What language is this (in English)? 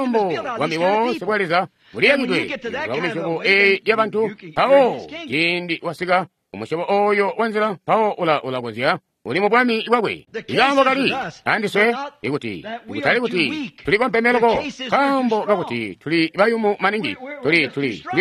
Tonga (Zambia)